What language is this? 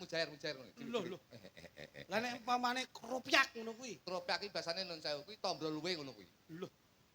Javanese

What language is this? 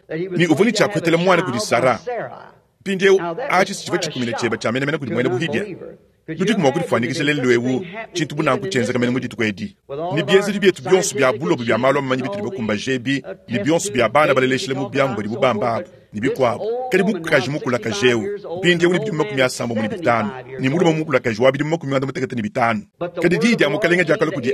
Luba-Lulua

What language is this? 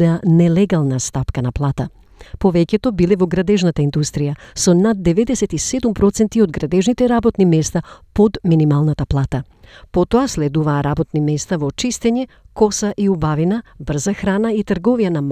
Macedonian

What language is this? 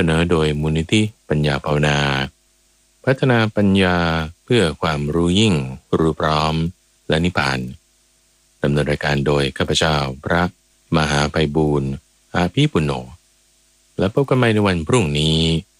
Thai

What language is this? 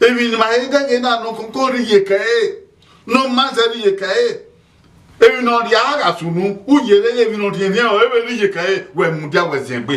Bini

